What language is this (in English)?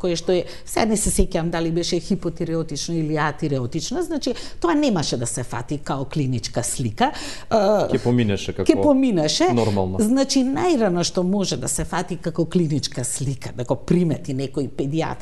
Macedonian